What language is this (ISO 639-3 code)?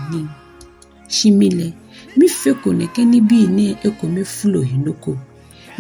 gaa